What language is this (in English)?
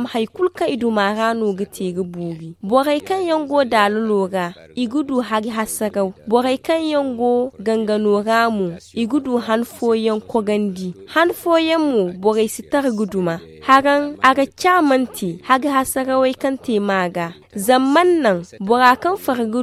Zarma